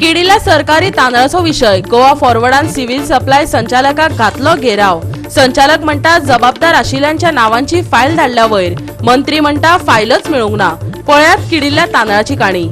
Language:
Konkani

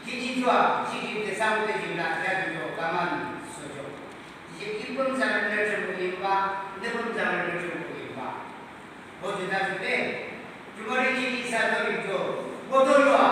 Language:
Yimchungru Naga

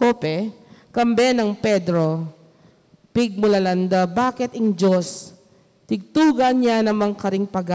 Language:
Pampanga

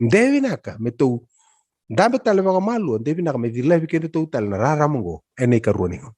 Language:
Fijian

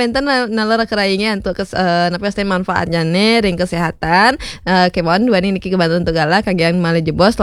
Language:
Balinese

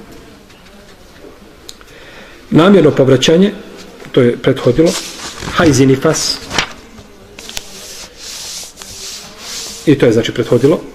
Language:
Bosnian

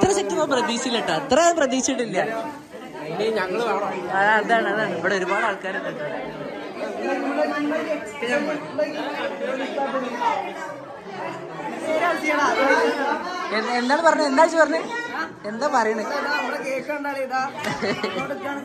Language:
Malayalam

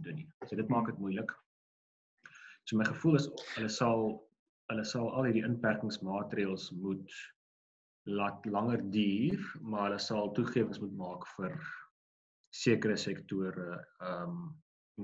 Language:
Afrikaans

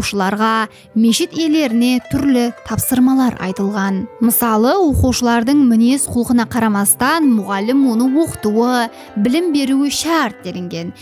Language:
Kara-Kalpak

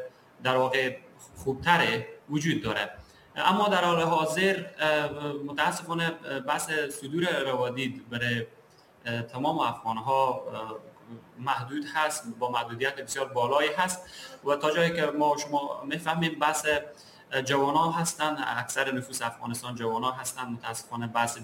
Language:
Persian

